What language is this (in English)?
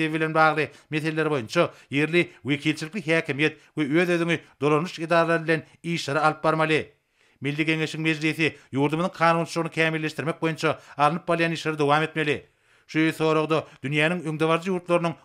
Turkmen